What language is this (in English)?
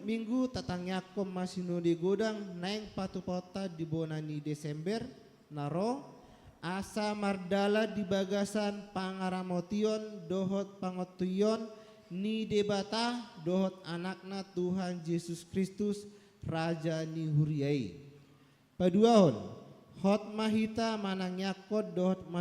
Batak Toba